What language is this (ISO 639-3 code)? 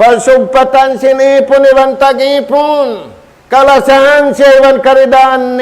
tsg